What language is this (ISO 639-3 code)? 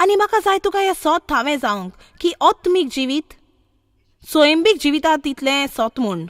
kok